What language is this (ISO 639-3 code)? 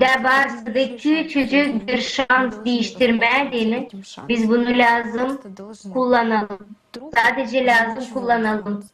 gag